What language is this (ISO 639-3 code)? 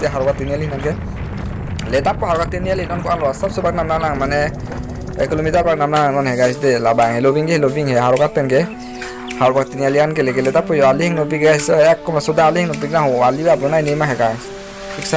mjw